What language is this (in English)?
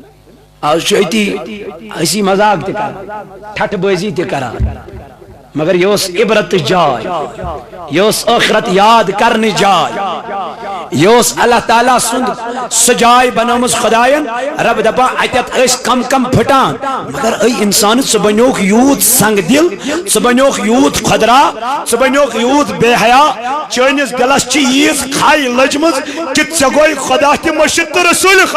Kashmiri